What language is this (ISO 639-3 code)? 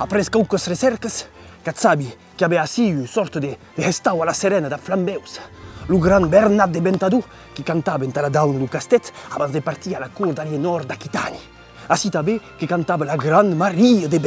oci